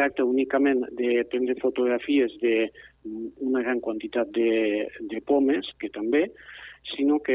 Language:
Catalan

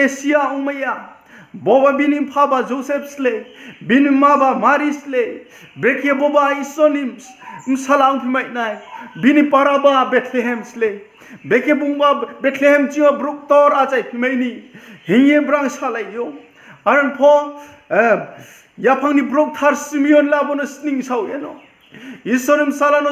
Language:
Riang (India)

